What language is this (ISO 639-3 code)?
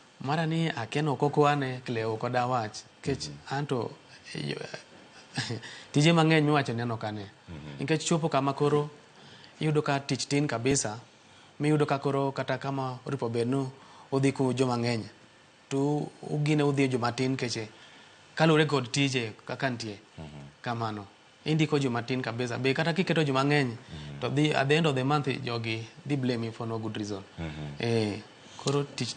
luo